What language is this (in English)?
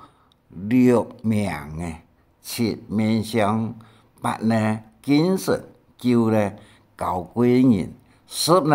Hakka Chinese